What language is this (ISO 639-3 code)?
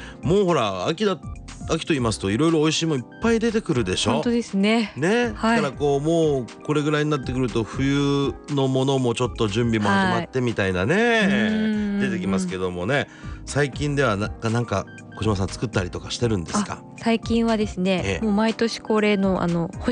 jpn